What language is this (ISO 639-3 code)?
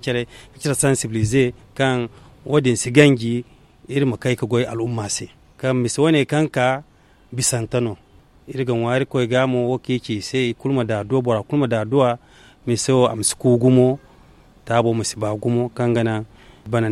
dje